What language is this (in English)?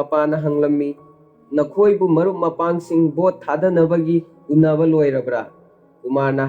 Manipuri